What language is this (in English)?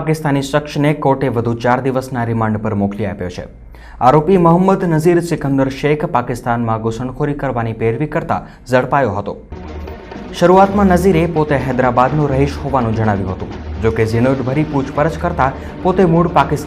Gujarati